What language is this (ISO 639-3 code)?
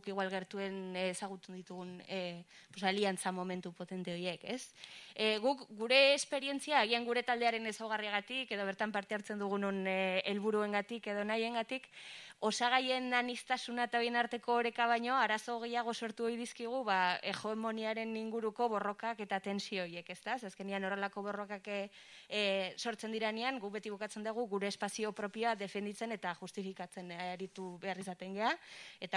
eus